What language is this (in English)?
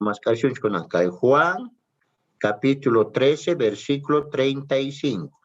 South Bolivian Quechua